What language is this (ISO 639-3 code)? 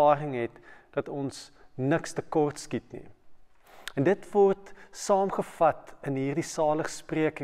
afr